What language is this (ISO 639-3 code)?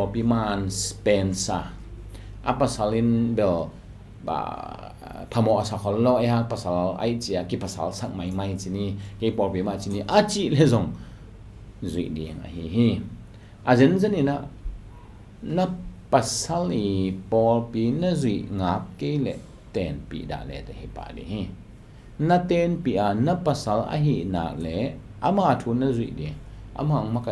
ctd